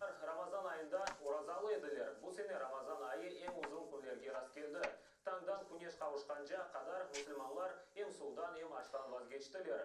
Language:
Crimean Tatar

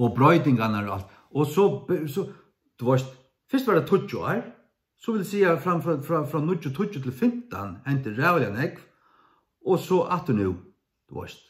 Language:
Faroese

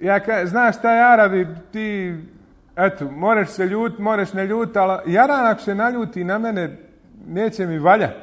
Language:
Bosnian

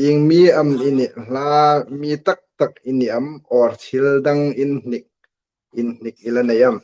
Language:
Hmar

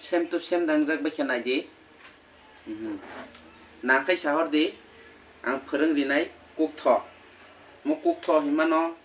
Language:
Kok Borok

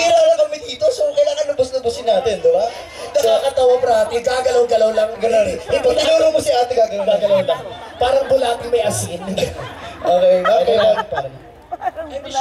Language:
Filipino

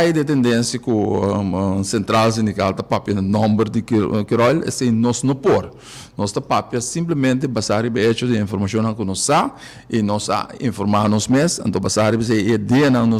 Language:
Papiamento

